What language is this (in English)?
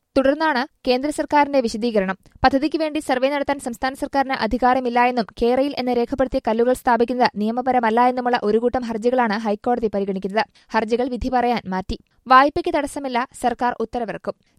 Malayalam